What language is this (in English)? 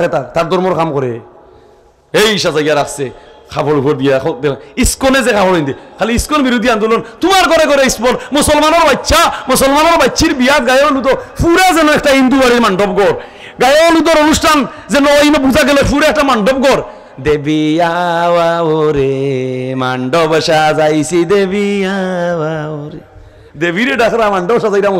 Sylheti